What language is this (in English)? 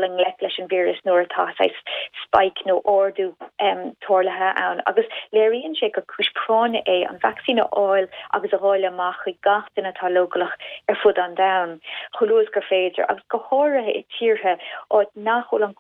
Irish